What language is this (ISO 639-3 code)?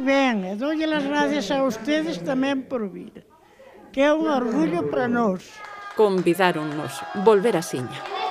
glg